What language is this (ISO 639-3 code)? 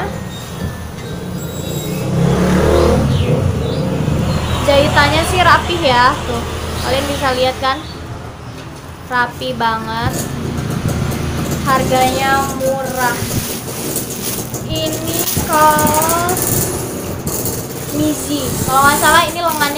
ind